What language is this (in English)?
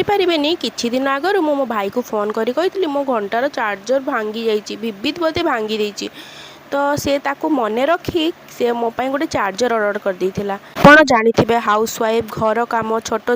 Odia